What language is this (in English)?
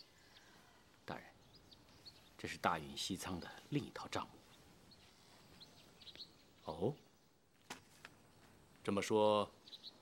Chinese